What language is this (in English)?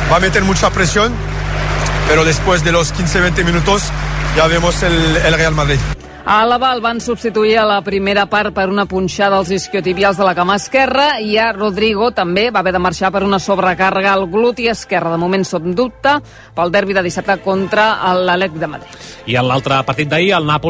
Catalan